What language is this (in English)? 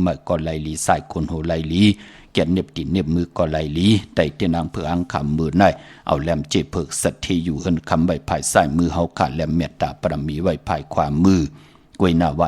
Shan